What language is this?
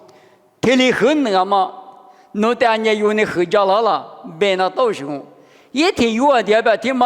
Lisu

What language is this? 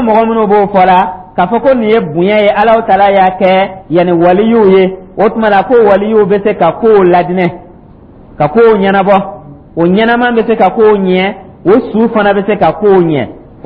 Dyula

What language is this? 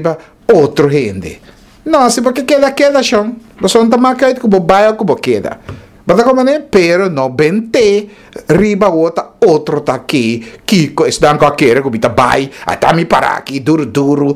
Papiamento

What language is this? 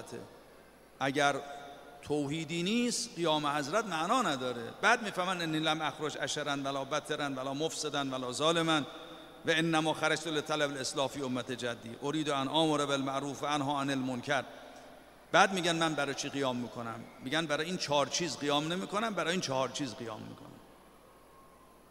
Persian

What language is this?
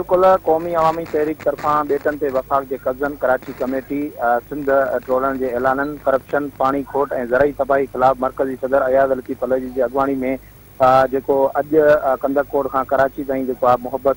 Sindhi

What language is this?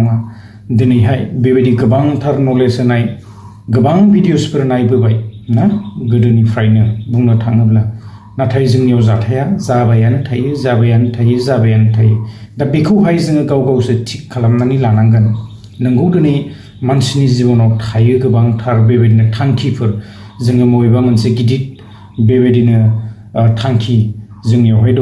Bodo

